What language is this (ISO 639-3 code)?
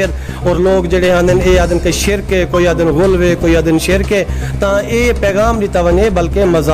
skr